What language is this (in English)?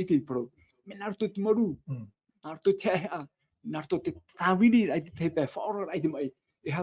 Tahitian